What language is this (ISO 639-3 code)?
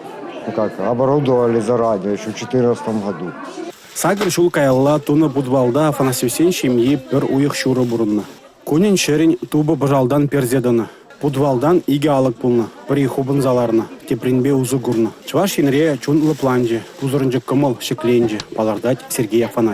chv